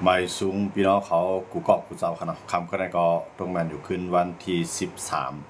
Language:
Shan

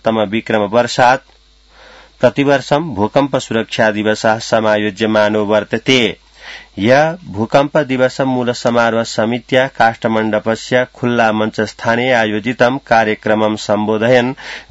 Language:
Sanskrit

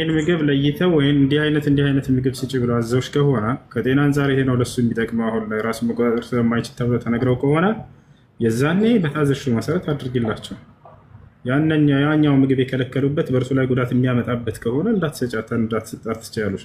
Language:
Amharic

